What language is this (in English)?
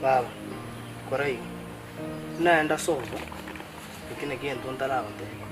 Gusii